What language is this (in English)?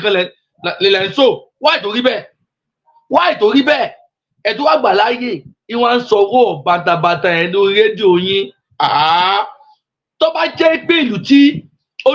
Yoruba